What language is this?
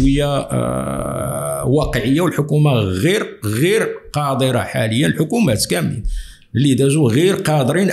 Moroccan Arabic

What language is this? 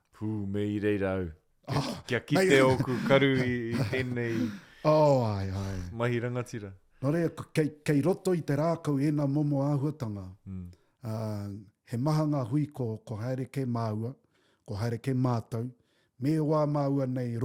Māori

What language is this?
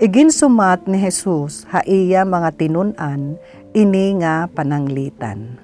Waray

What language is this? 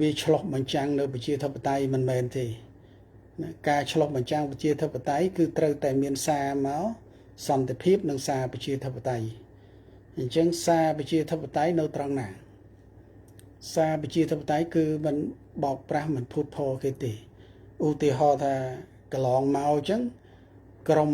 Khmer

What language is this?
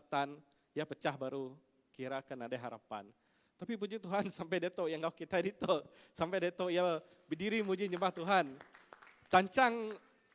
Iban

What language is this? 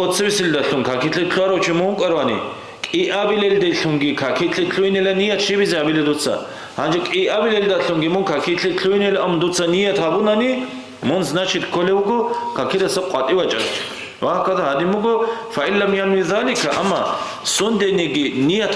Avaric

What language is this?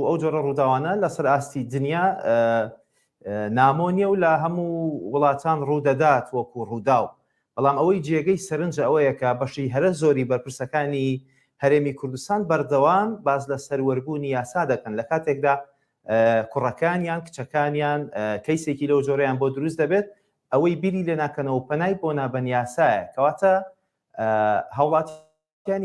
Central Kurdish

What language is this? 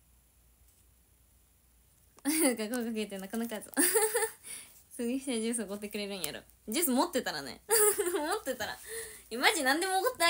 Japanese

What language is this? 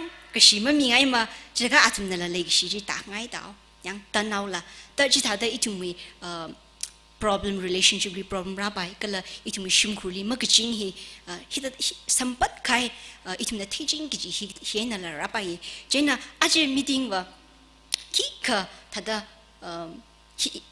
Tangkhul Naga (India)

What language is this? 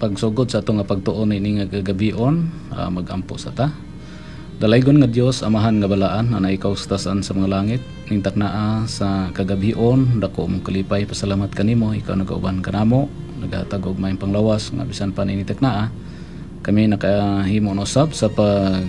Cebuano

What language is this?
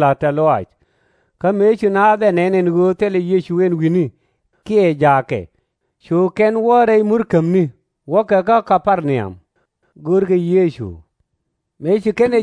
Nuer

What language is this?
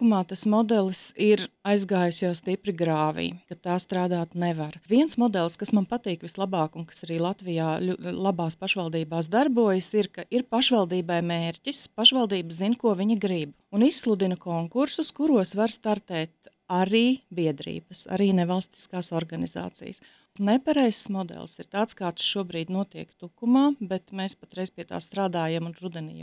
Latvian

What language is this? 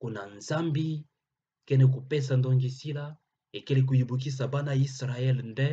Kituba (Democratic Republic of Congo)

